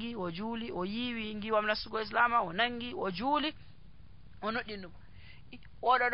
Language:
Nigerian Fulfulde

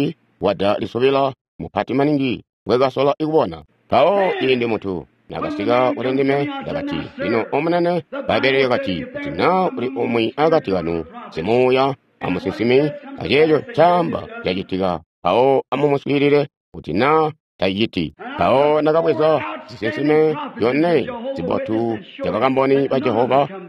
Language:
Tonga (Zambia)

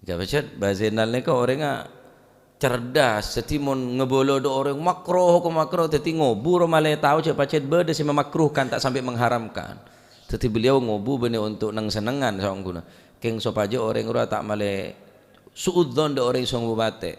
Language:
Madurese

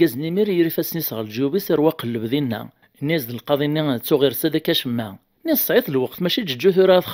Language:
Kabyle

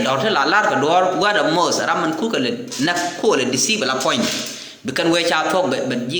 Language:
Nuer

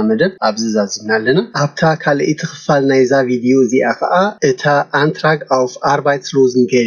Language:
Tigrinya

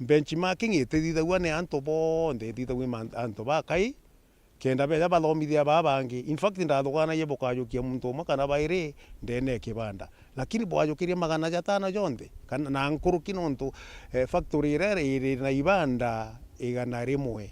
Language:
Meru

